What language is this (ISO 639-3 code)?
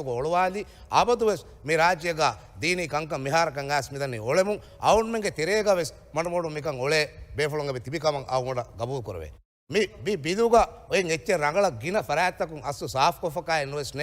div